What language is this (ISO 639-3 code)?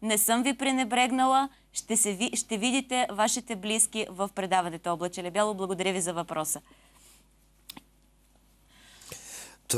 bul